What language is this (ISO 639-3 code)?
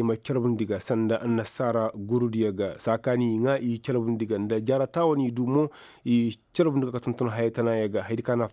ses